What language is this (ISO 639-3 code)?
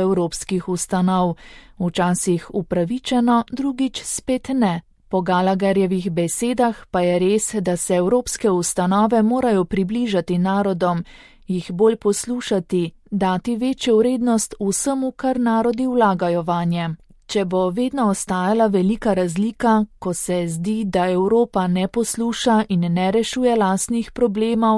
slv